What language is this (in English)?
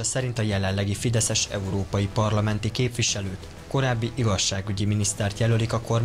Hungarian